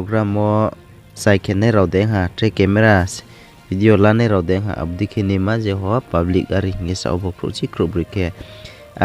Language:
Riang (India)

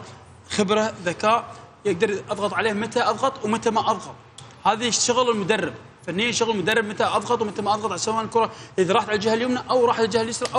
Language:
Mesopotamian Arabic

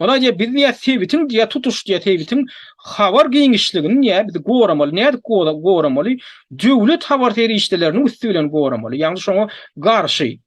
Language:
Turkmen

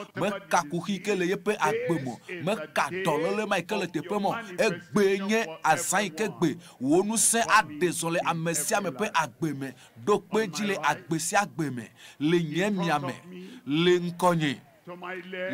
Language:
Ewe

